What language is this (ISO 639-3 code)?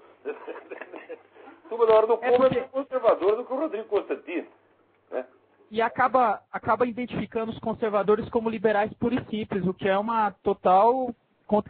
por